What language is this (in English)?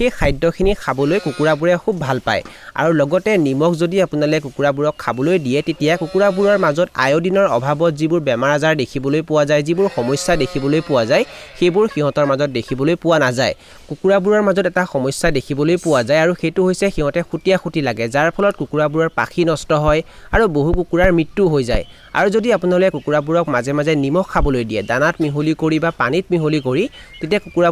Assamese